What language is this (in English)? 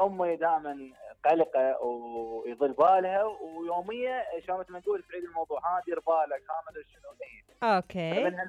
Mesopotamian Arabic